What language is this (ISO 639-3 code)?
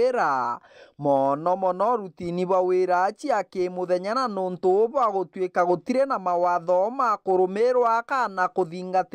mer